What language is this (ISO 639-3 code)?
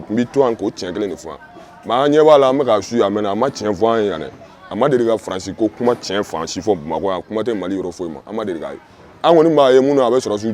bam